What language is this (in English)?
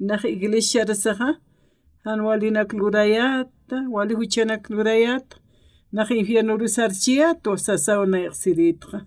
Aymara